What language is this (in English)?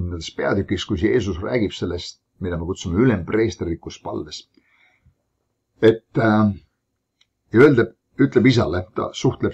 Estonian